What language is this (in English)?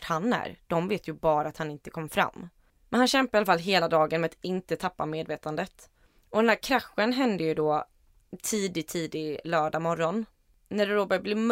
Swedish